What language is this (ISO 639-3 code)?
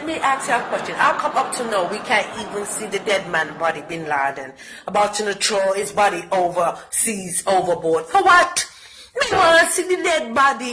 jam